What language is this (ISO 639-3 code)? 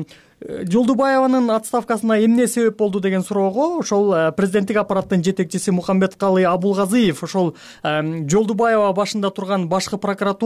kir